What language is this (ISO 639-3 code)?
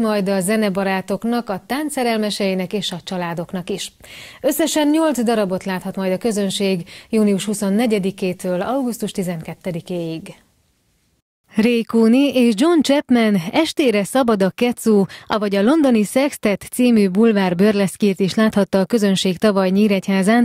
hun